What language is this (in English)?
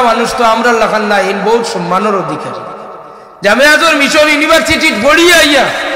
Sylheti